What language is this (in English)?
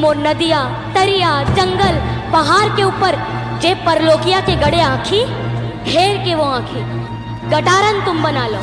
Chhattisgarhi